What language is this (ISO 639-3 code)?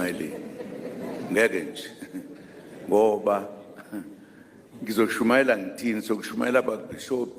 zul